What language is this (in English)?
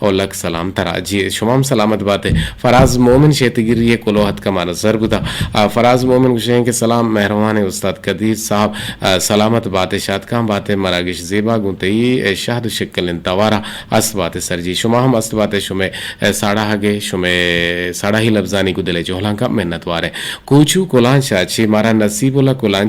Eastern Balochi